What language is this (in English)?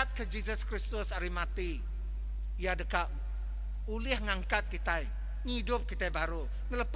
Iban